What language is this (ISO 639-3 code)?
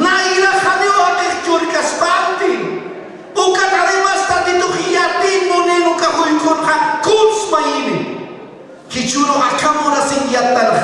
aym